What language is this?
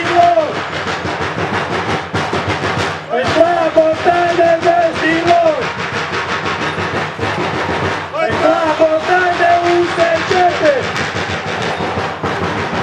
Romanian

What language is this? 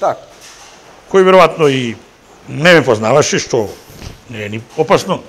Macedonian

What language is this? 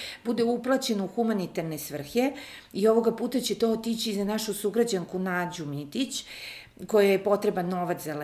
Serbian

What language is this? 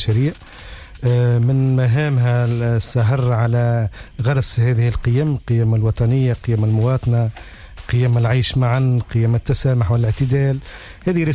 Tunisian Arabic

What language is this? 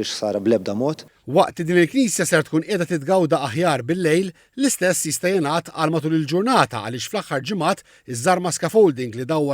Maltese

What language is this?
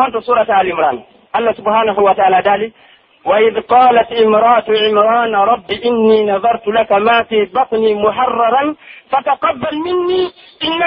Pular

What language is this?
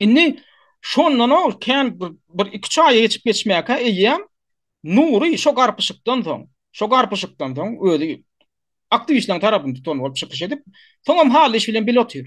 Turkmen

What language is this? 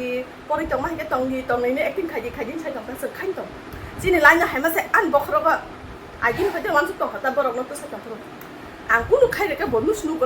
Kok Borok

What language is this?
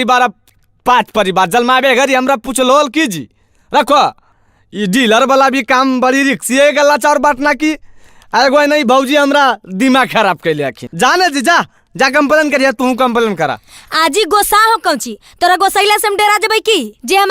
Magahi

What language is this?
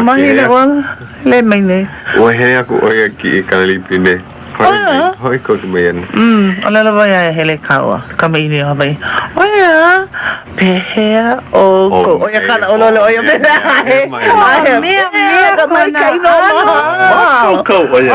Hawaiian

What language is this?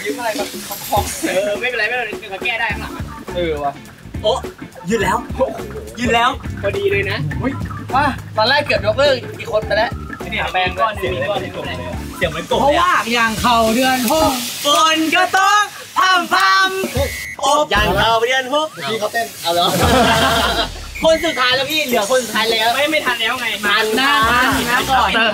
Thai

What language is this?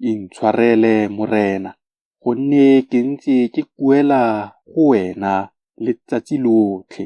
Tswana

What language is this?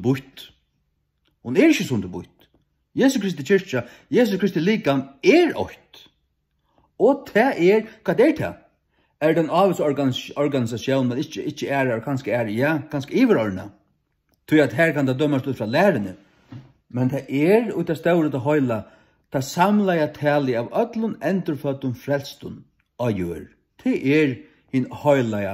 Faroese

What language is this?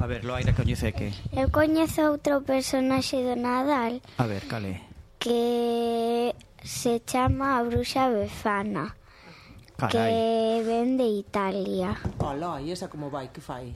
Galician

